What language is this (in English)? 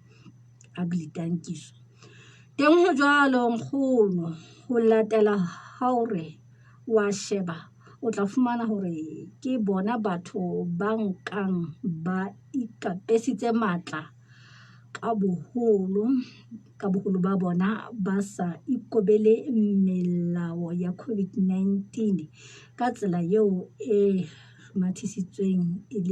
Southern Sotho